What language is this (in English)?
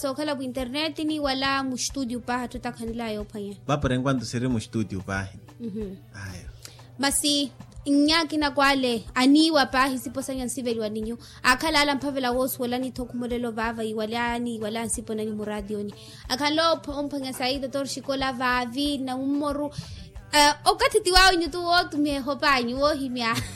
Makhuwa